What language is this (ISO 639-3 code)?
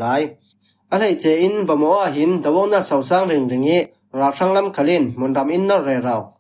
cfm